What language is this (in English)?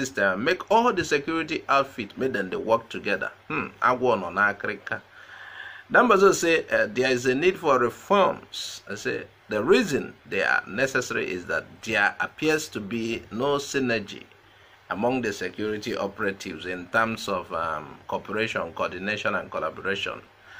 Nigerian Pidgin